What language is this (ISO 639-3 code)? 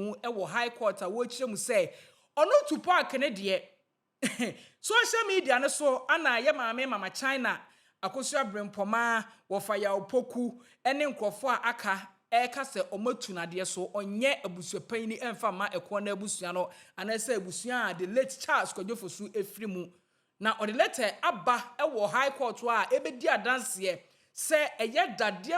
aka